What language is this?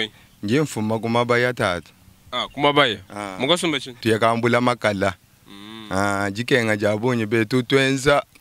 Luba-Lulua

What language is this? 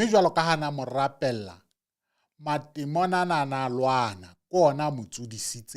Southern Sotho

